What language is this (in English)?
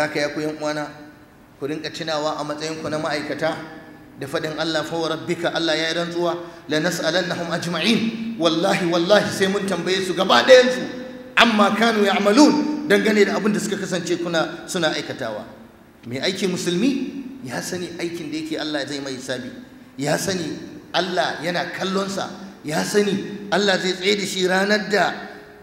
Hausa